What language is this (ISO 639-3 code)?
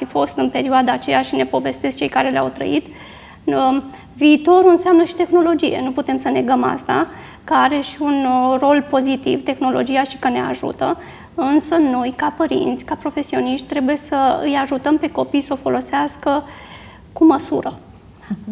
ron